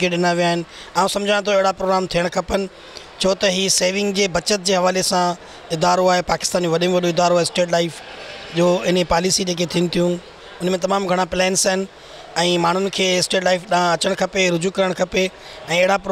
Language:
Sindhi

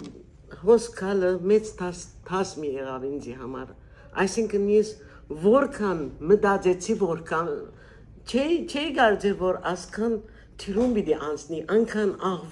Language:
Western Armenian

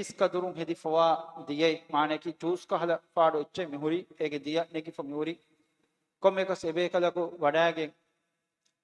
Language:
Divehi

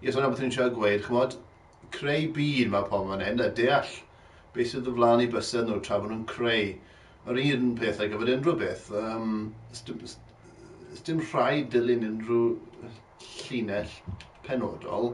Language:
Welsh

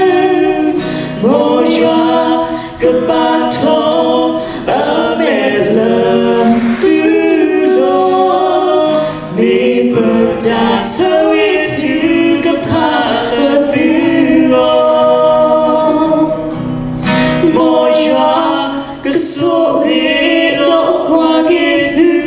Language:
S'gaw Karen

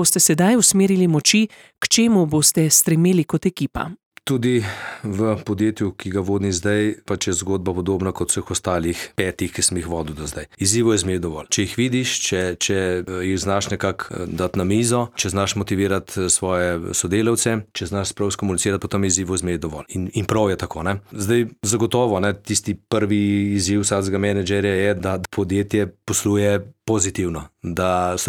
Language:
Slovenian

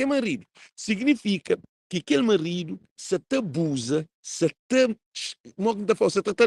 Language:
Kabuverdianu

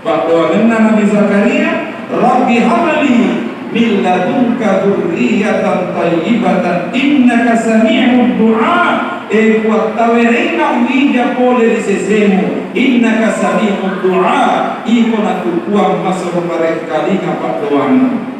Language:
Buginese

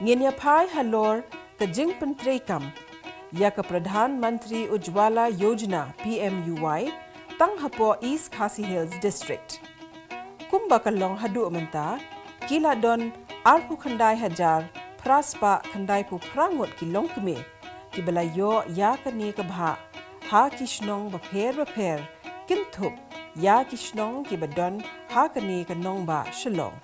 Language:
Khasi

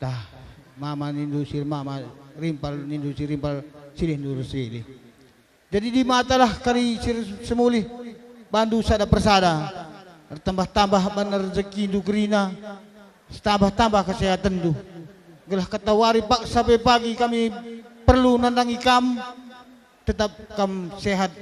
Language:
Batak Karo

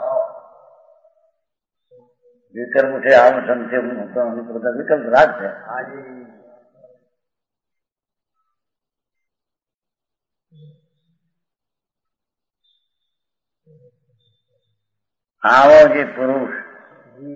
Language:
Gujarati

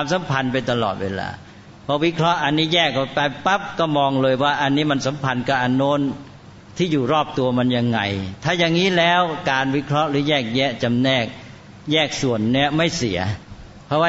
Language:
Thai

